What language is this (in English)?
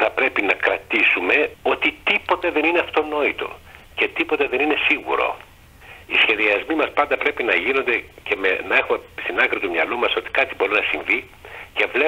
Greek